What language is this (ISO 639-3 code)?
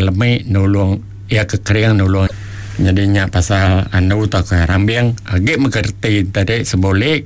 iba